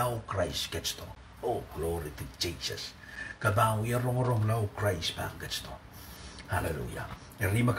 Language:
Pohnpeian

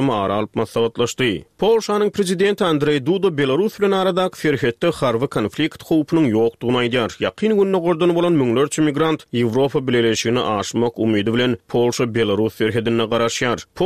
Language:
Turkmen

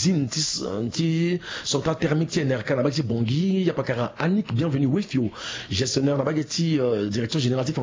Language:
Sango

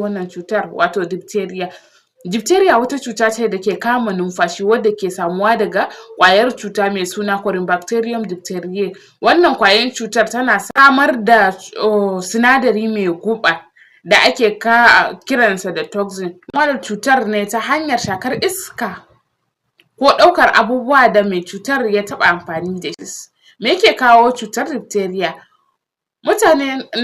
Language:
Hausa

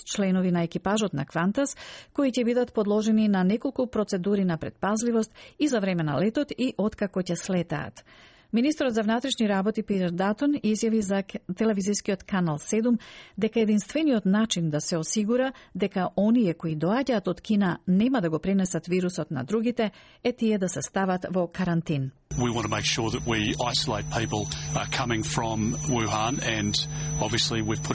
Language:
Macedonian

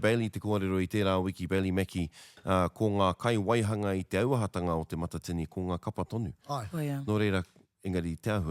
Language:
Māori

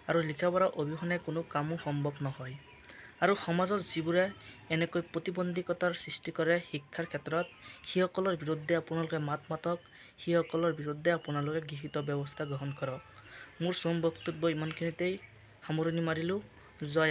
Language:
Assamese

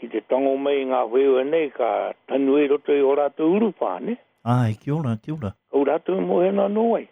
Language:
Māori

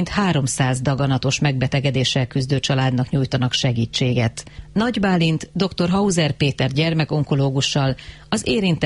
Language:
Hungarian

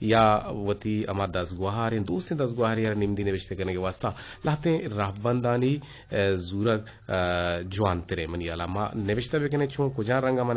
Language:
Eastern Balochi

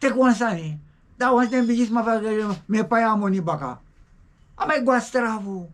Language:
Sranan Tongo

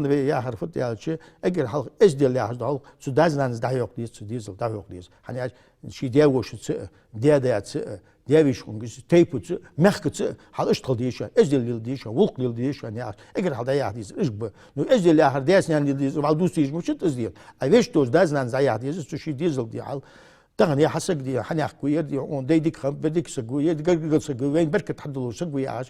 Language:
Ingush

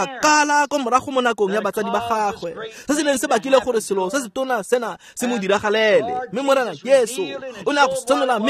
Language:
Tswana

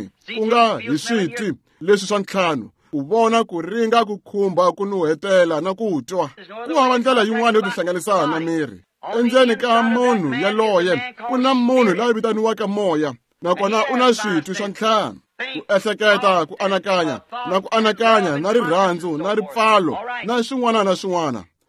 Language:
Tsonga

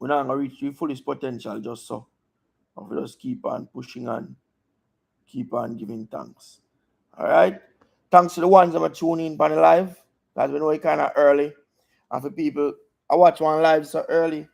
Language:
Jamaican Creole English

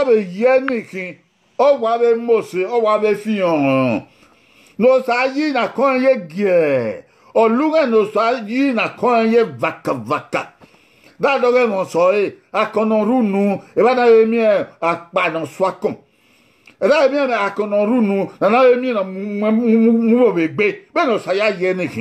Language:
Bini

